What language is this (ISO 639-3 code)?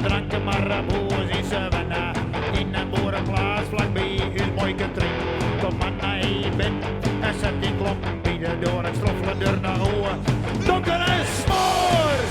fry